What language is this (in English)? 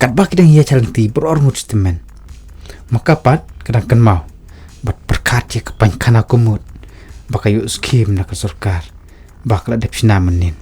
Khasi